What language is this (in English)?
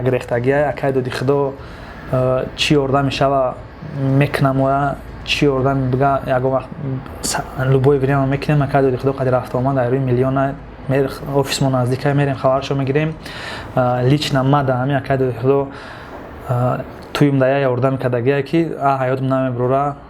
Tajik